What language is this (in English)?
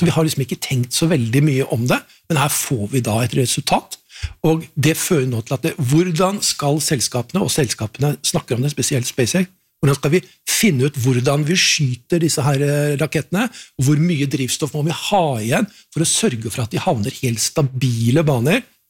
Norwegian